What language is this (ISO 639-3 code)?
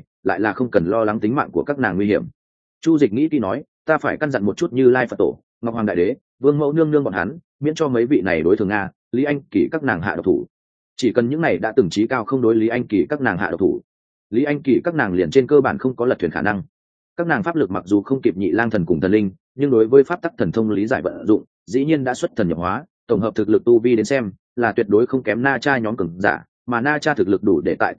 vie